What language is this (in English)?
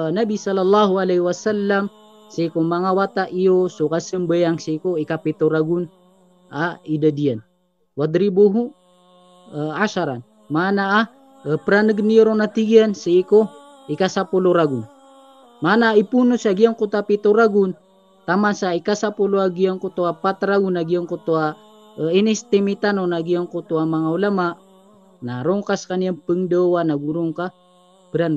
Maranao